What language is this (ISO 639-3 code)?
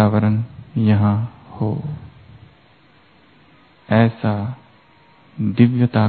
hin